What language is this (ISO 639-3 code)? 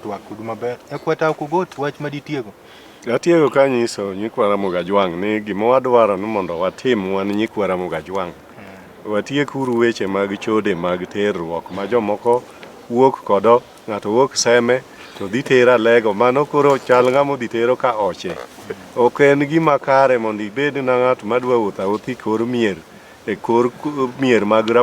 luo